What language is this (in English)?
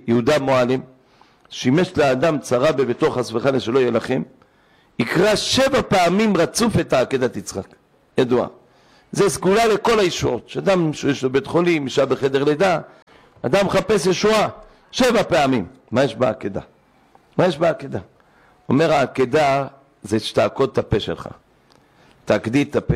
Hebrew